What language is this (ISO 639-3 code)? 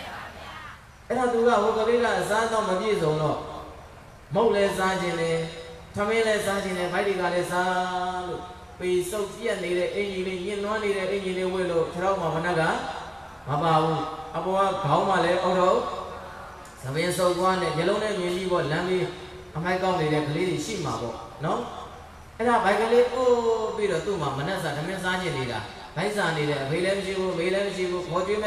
mya